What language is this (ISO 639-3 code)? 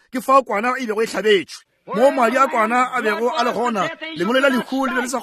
nso